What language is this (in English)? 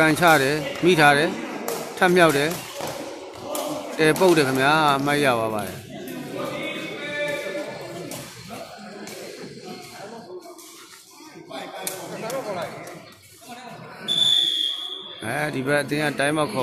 Burmese